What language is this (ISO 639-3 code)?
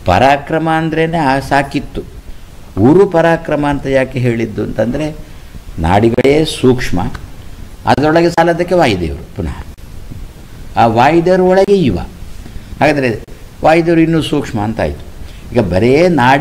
kan